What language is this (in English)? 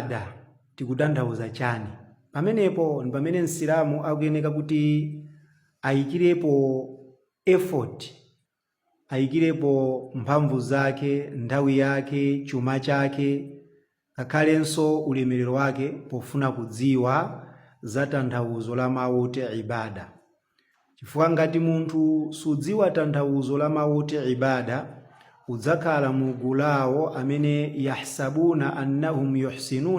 Nyanja